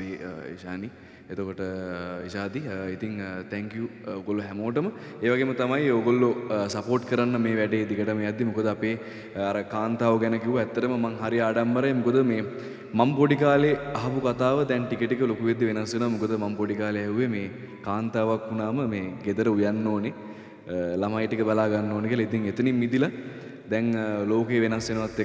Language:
Sinhala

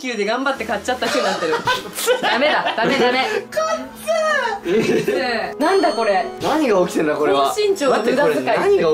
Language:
Japanese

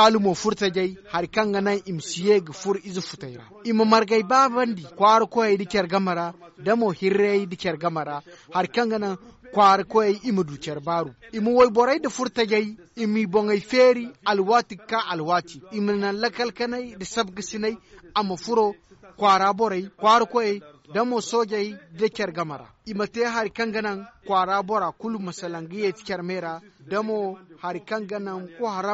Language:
Zarma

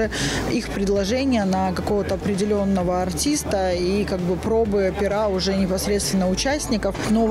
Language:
Russian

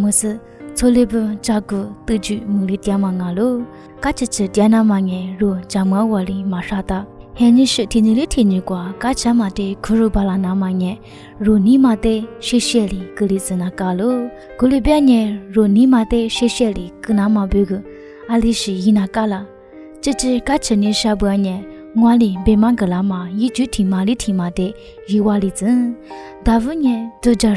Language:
Lisu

